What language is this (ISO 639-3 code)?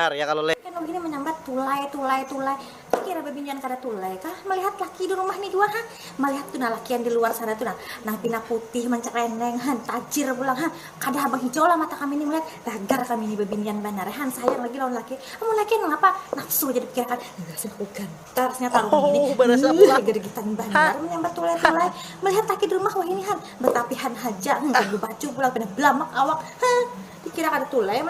bjn